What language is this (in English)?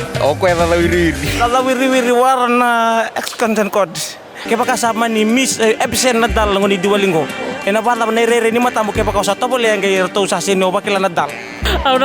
Fijian